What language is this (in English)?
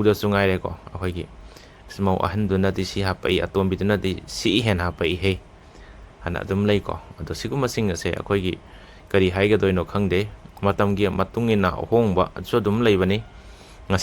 Manipuri